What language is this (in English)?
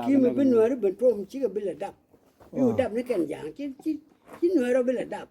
Nuer